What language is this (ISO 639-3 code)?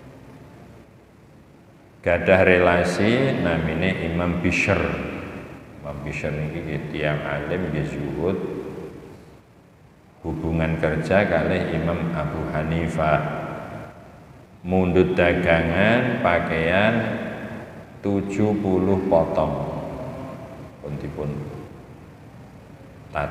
jav